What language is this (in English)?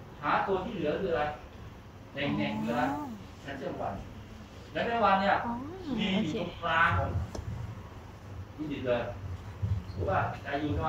Thai